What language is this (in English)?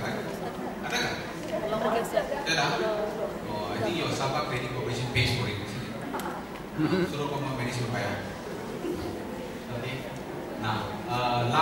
Malay